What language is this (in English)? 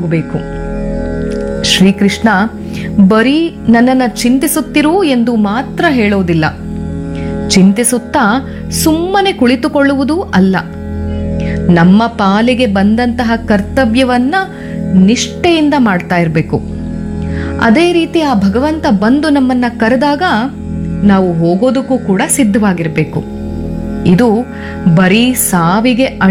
Kannada